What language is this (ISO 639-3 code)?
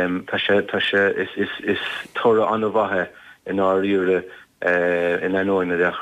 gle